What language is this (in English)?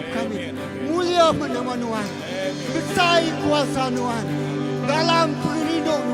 Iban